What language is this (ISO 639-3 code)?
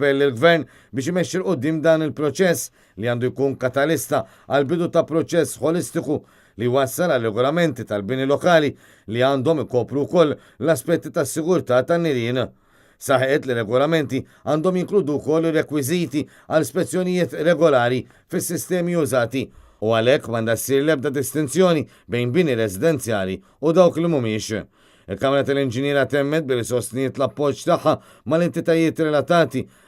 mlt